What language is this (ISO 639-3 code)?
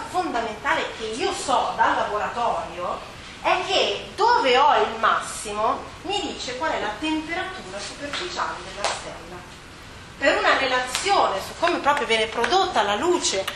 ita